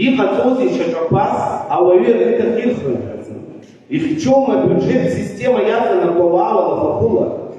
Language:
Abkhazian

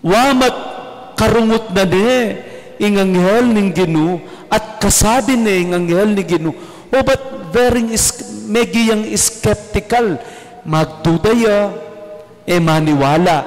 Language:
Pampanga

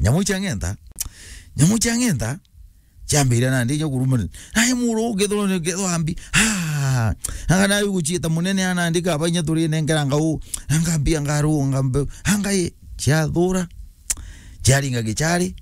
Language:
Meru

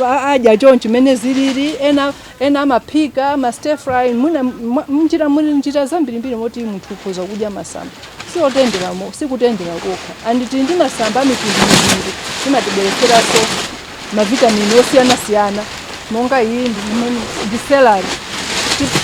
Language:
Nyanja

